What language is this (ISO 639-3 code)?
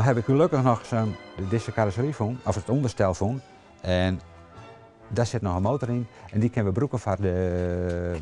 fry